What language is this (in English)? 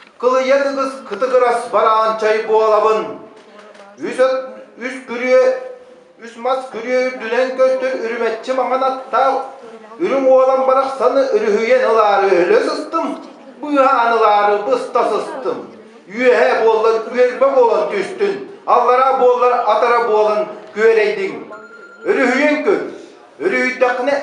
Yakut